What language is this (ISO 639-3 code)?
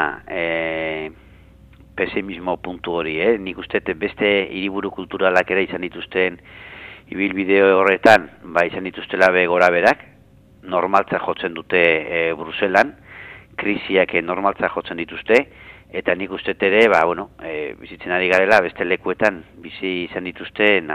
eus